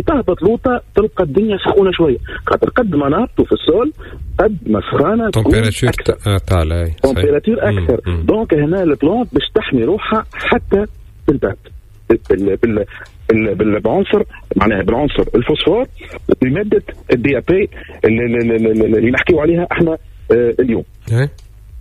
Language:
Tunisian Arabic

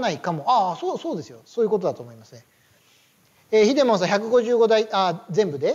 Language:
Japanese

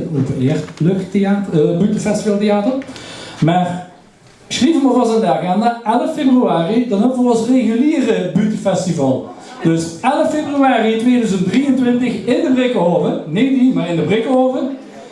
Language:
Limburgish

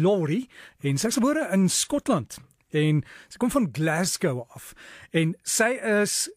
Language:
Afrikaans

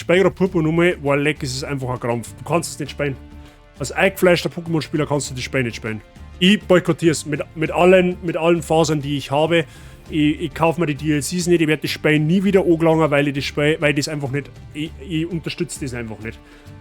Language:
Bavarian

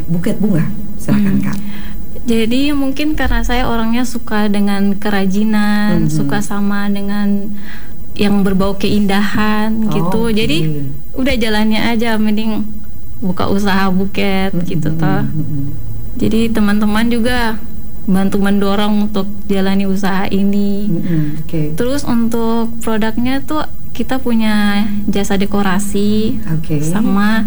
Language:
Indonesian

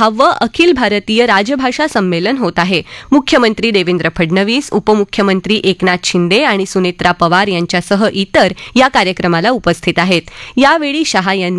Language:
Marathi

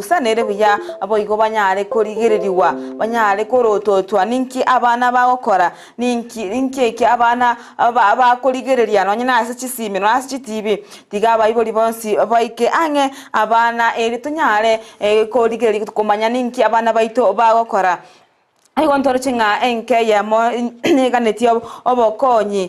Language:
Gusii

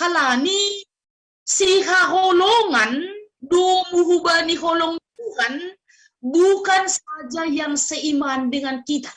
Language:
Batak Simalungun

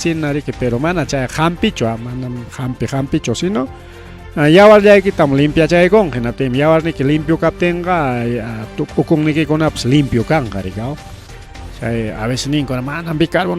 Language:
Ayacucho Quechua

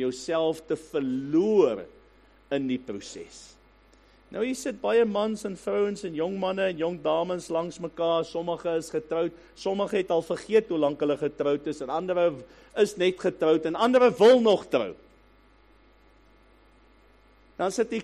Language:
Afrikaans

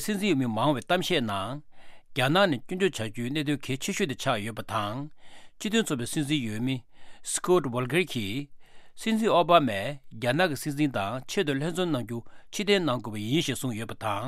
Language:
Tibetan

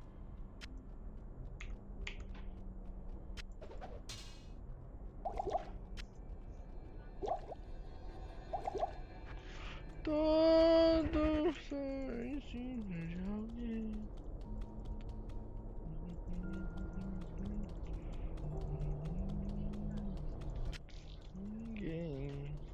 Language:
Portuguese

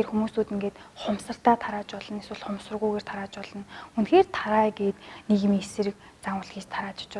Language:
Mongolian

